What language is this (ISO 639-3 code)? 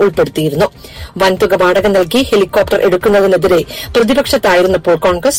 mal